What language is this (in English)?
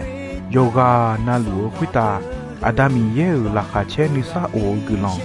Akha